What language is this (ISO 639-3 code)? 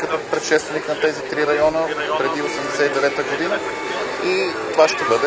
bul